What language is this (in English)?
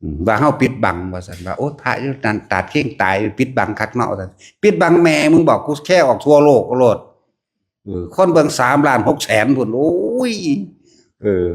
Northeastern Thai